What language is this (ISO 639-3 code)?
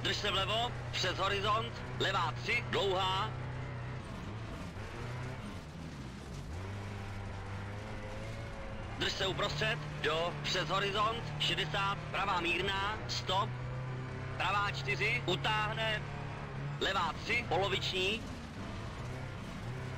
ces